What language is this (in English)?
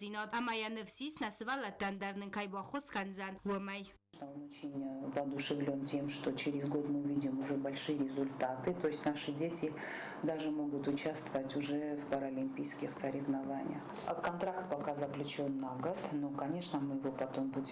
Ossetic